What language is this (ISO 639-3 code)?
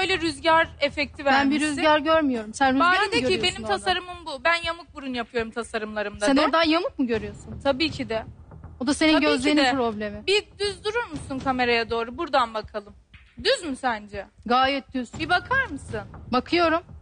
tur